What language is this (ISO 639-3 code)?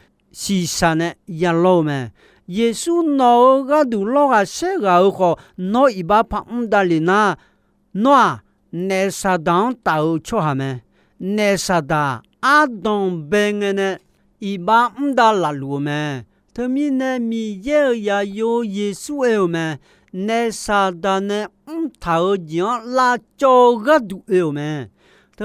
ahk